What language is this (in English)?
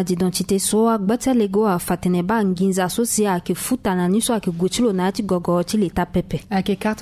Sango